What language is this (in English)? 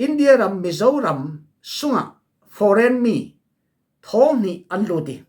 Falam Chin